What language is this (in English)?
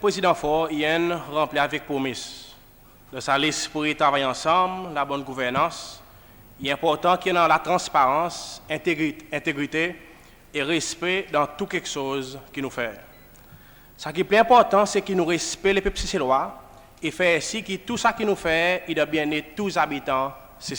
Seselwa Creole French